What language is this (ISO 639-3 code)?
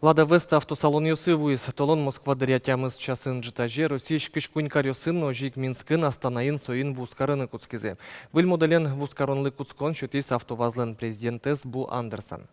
udm